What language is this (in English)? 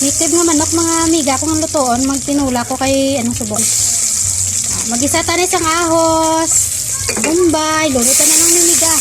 Hiligaynon